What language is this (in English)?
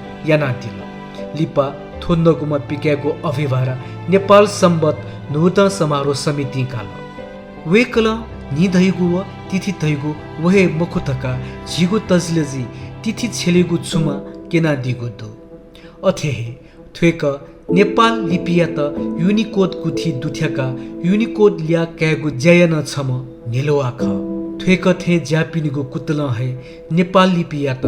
Newari